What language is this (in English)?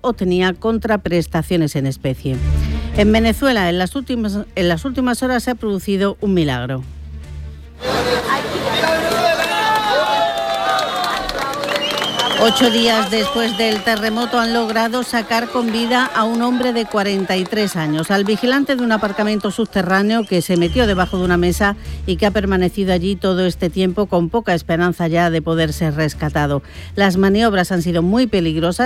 Spanish